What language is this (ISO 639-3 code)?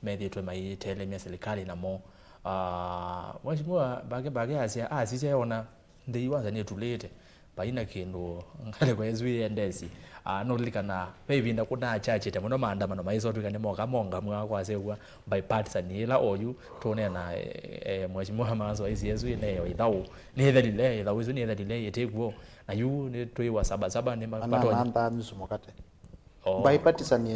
kam